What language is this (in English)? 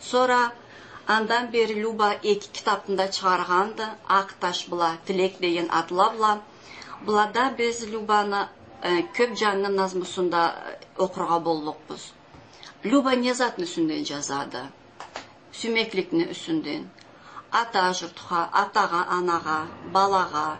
Karachay-Balkar